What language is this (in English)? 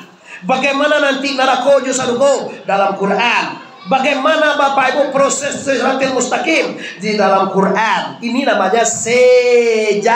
Minangkabau